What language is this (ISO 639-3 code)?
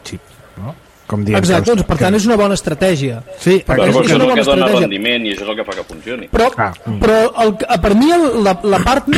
cat